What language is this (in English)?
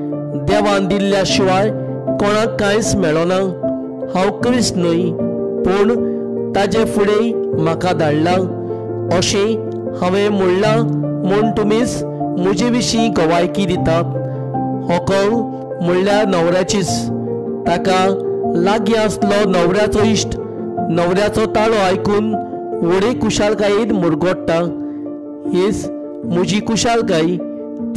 Konkani